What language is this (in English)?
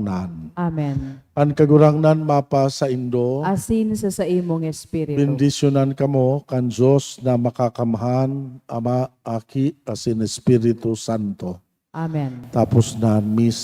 Bikol